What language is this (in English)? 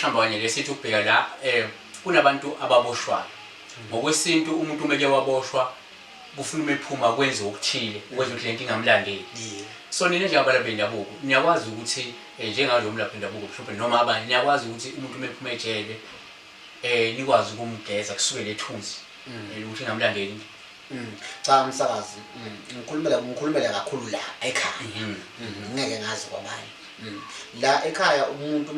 Zulu